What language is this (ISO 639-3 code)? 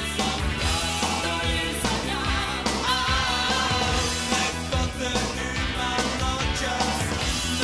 srp